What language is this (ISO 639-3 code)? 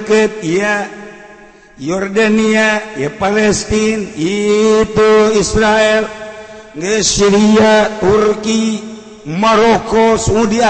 sun